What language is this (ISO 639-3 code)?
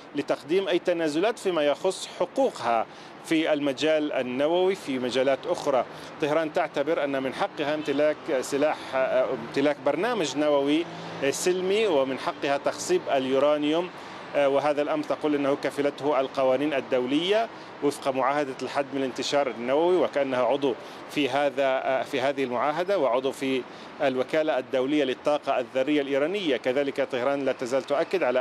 ara